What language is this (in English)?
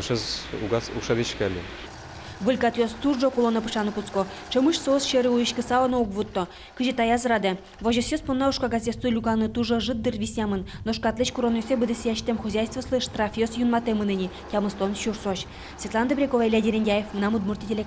Udmurt